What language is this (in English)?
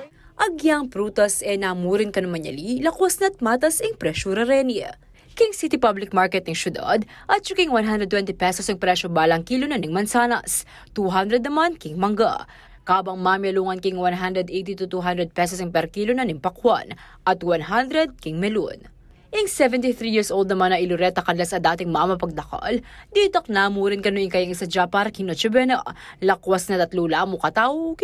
Pampanga